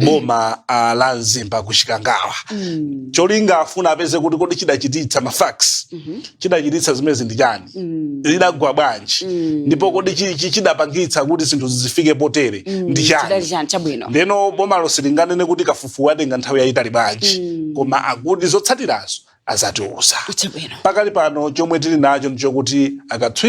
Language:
Nyanja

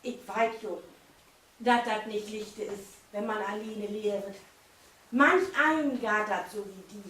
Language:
Low German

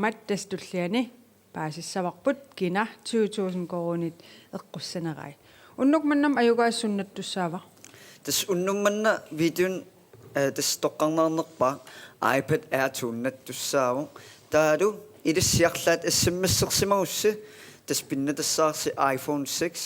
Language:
Kalaallisut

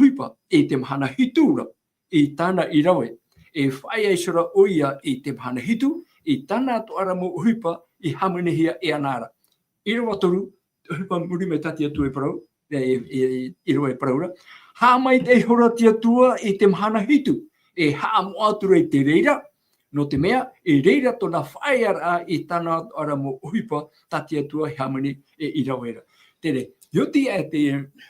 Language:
Tahitian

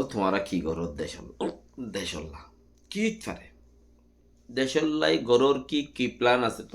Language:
Rohingya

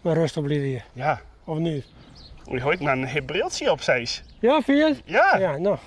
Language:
Western Frisian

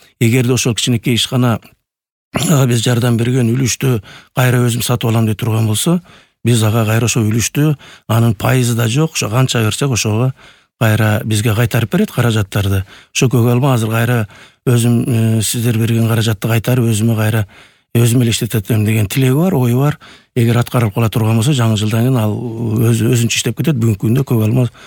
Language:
Kyrgyz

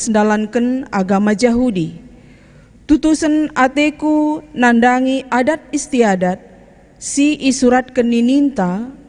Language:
Batak Karo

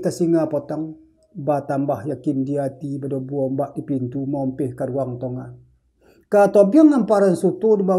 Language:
Minangkabau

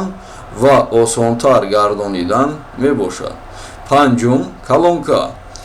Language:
Tajik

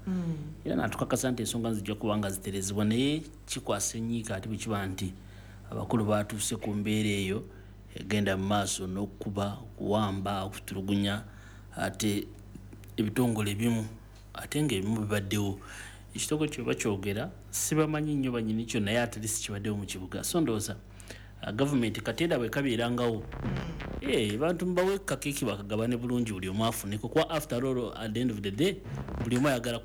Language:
Ganda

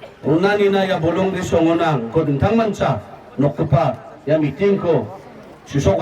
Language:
Garo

